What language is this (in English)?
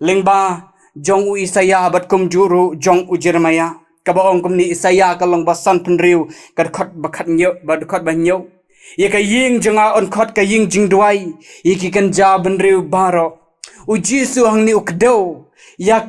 Khasi